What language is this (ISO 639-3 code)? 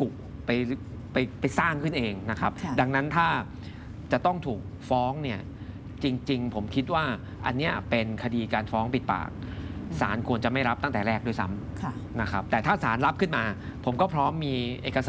tha